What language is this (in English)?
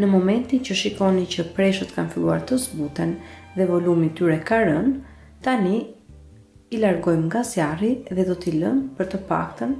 Albanian